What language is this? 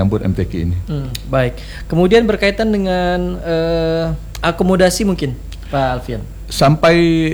Indonesian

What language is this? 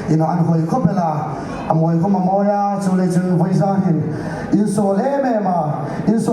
Hmar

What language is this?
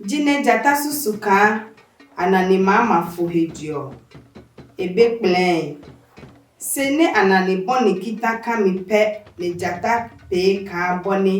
Adangme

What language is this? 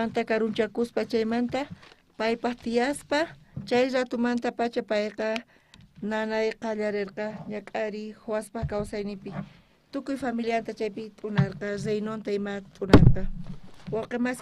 South Bolivian Quechua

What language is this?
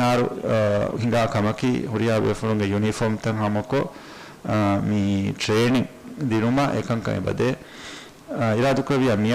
Divehi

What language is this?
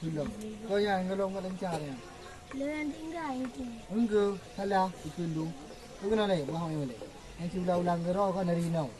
Achinese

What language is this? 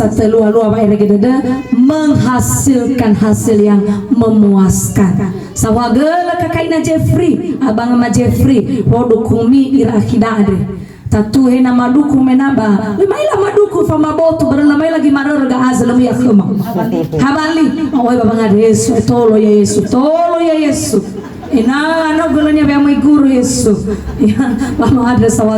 Nias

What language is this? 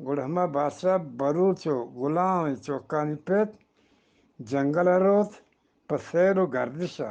Eastern Balochi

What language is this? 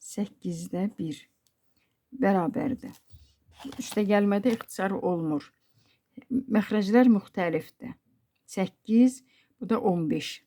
Azerbaijani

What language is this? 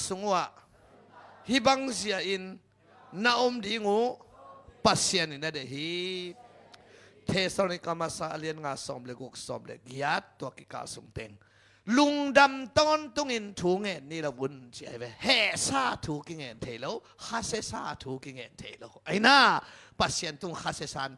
Tedim Chin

